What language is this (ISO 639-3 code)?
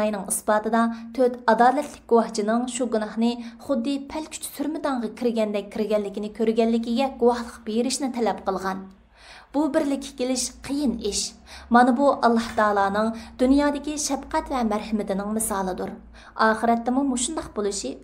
uig